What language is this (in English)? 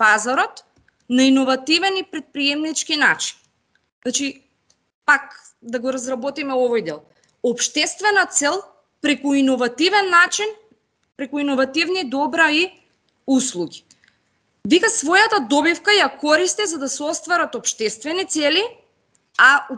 Macedonian